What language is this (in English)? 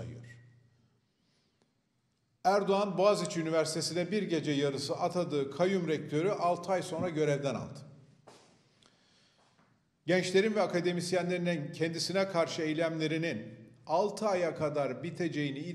Turkish